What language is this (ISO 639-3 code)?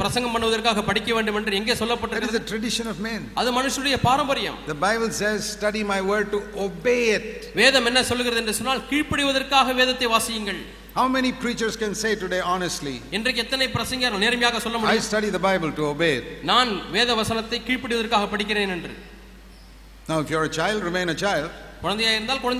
tam